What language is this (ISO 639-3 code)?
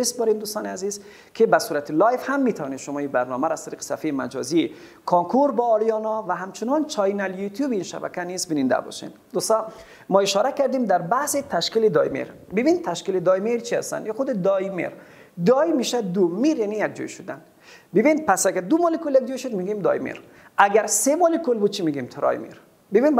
fas